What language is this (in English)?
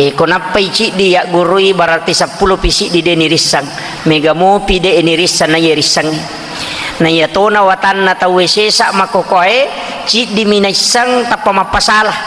Buginese